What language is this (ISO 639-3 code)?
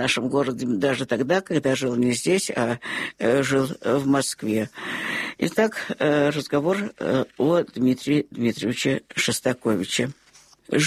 rus